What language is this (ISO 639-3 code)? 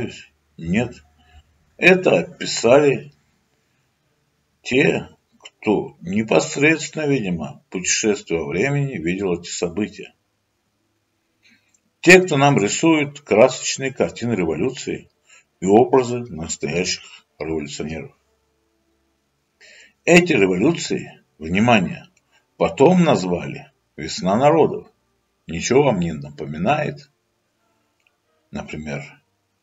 rus